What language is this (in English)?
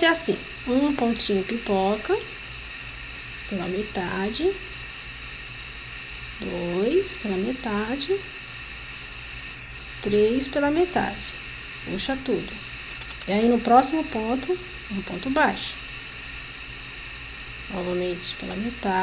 Portuguese